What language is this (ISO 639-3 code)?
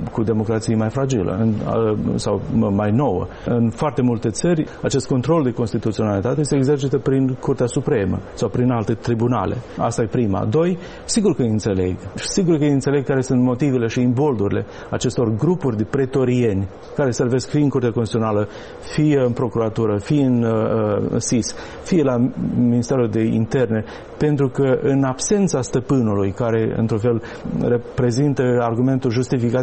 ron